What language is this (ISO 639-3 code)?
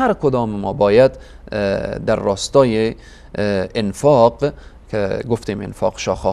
fas